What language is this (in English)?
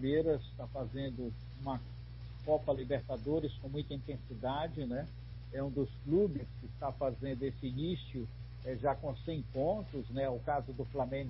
Portuguese